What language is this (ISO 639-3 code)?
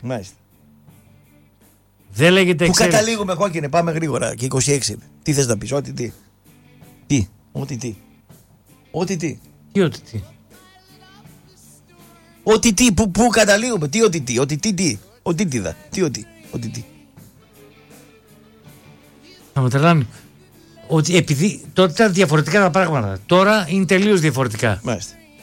ell